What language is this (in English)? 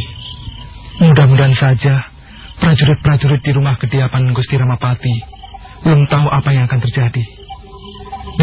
Indonesian